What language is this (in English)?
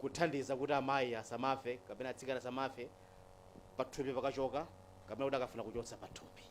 Nyanja